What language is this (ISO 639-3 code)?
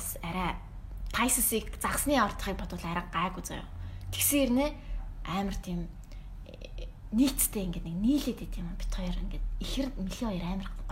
mon